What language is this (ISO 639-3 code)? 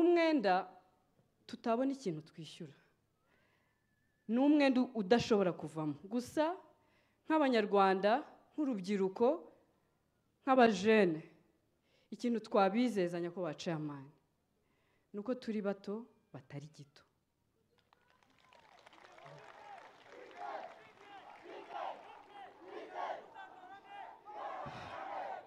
kin